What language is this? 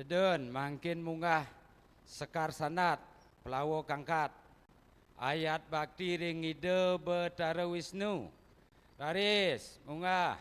Balinese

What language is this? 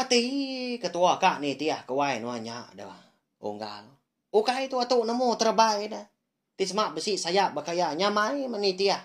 Iban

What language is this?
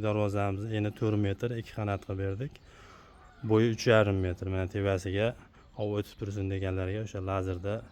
Uzbek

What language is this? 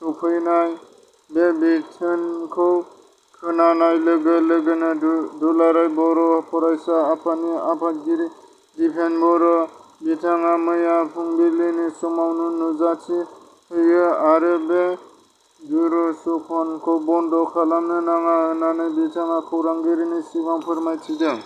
Bodo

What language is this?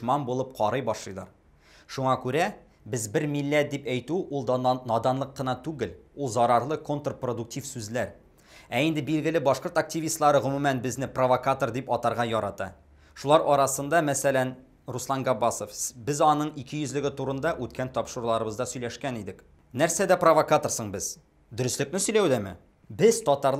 Tatar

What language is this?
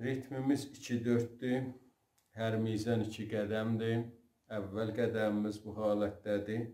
South Azerbaijani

